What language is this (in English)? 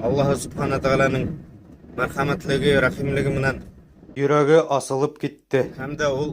Bashkir